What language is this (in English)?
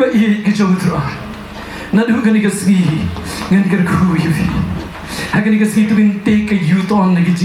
Khasi